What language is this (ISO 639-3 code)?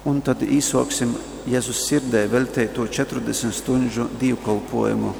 ltg